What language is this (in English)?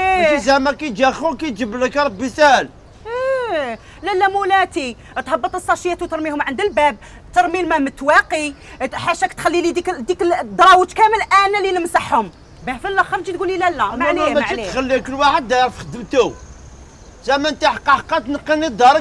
Algerian Arabic